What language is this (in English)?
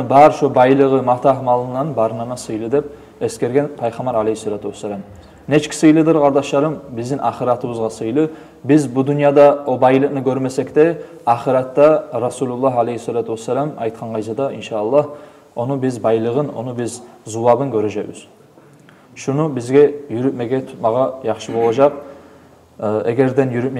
Kumyk